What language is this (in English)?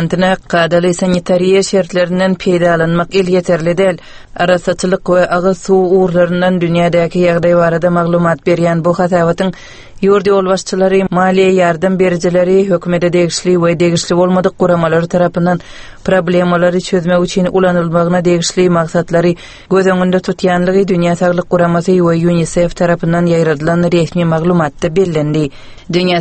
Turkmen